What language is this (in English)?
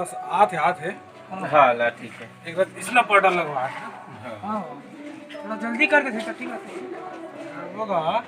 Chhattisgarhi